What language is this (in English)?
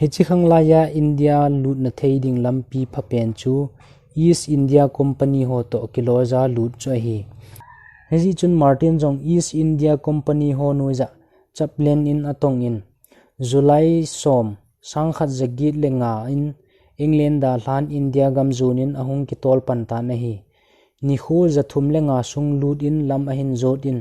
Thado Chin